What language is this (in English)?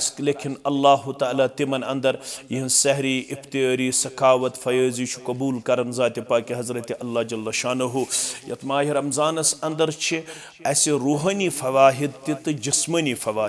Kashmiri